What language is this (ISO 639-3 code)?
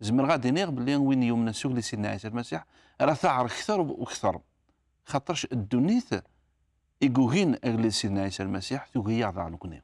kab